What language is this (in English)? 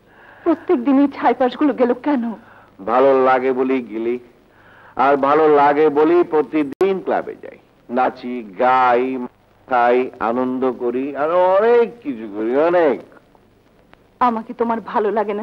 Bangla